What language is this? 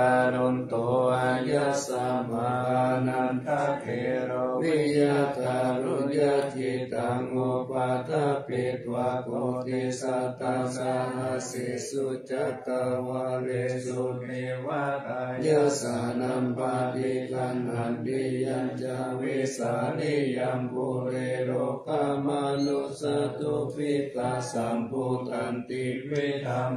Pali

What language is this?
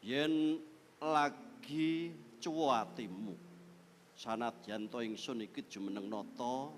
Javanese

